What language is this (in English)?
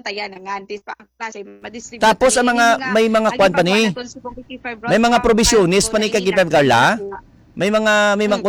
Hiligaynon